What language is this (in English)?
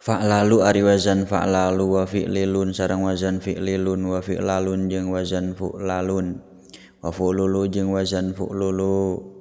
Sundanese